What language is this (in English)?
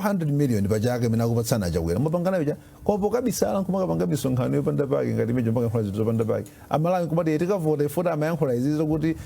Nyanja